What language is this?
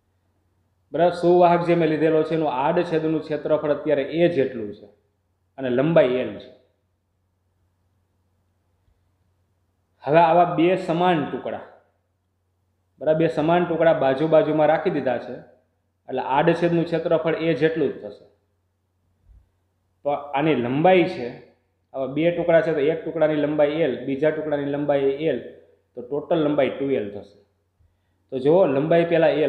Gujarati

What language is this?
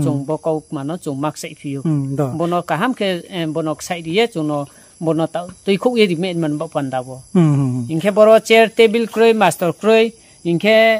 Riang (India)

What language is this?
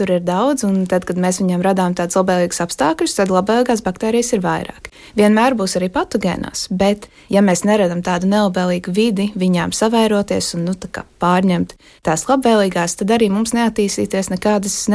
Latvian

